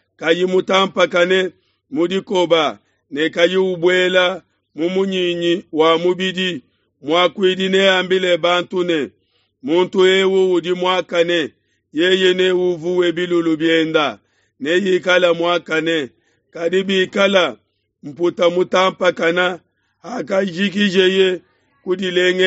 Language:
Luba-Lulua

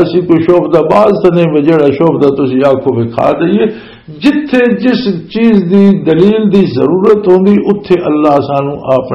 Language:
Western Panjabi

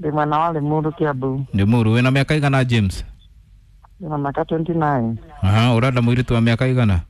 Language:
Kikuyu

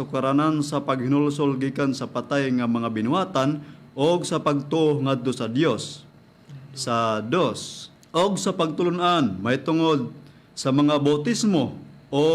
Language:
Cebuano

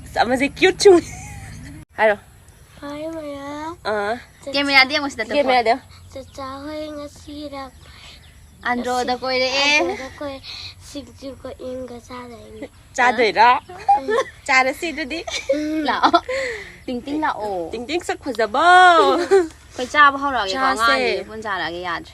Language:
Manipuri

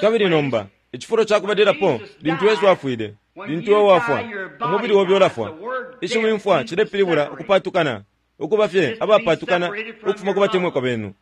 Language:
Bemba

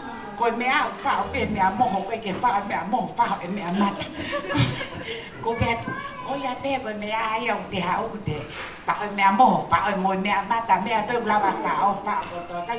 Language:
Tongan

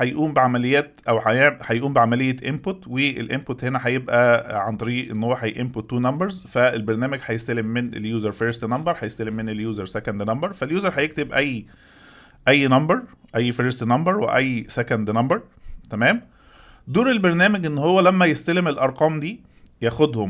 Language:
Egyptian Arabic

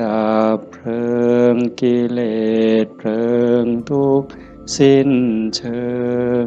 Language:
Northeastern Thai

